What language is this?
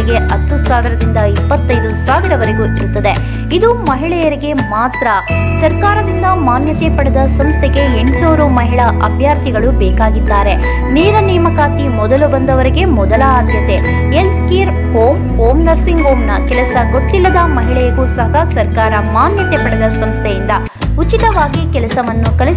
Kannada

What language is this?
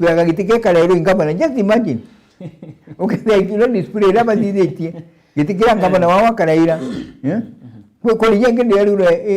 Meru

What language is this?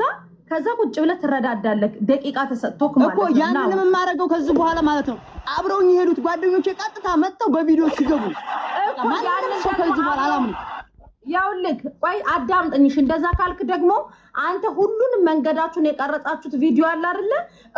Amharic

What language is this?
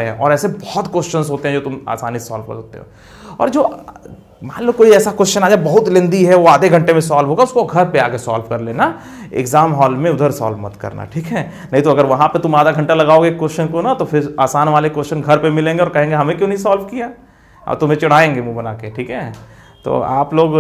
Hindi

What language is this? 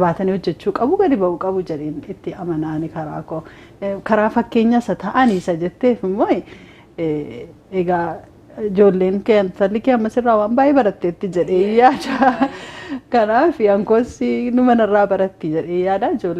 Oromo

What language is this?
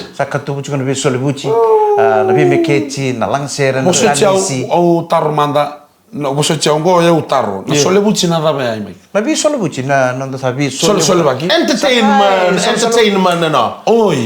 Fijian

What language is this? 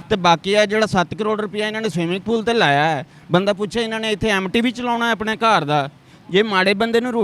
Western Panjabi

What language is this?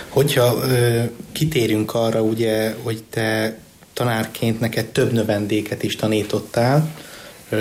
Hungarian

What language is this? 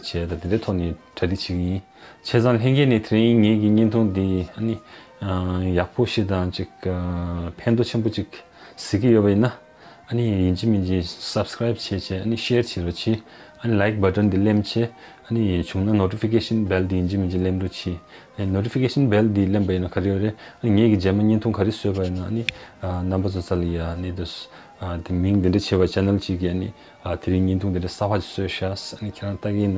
Tibetan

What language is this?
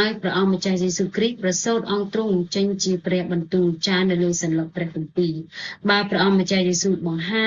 Khmer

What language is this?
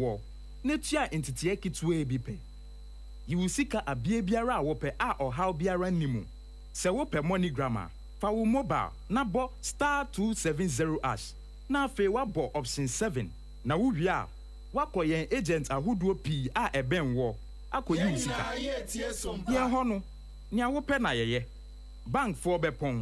Akan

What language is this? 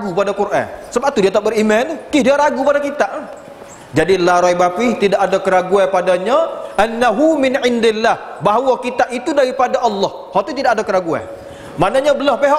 Malay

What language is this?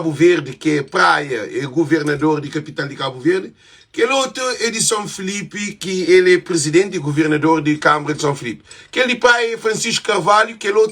Kabuverdianu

